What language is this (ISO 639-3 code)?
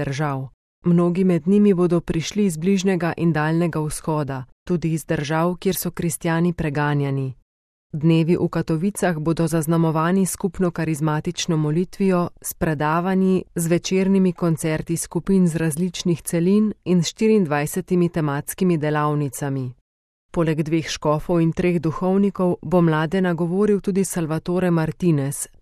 slv